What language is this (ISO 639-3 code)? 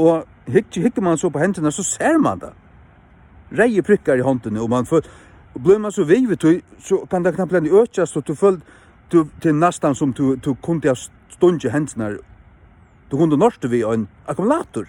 fao